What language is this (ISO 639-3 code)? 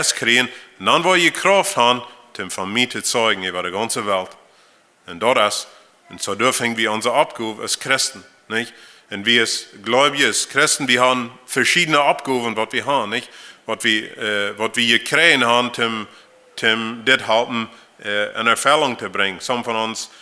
pdt